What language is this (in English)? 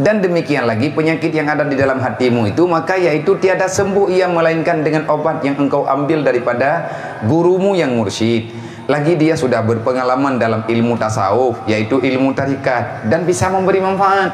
Achinese